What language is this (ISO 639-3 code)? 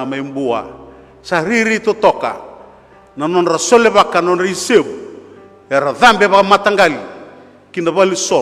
fij